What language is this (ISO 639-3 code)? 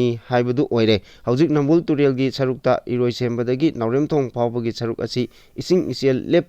mni